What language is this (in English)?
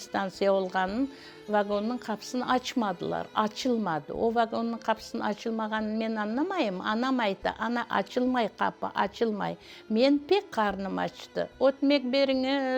Crimean Tatar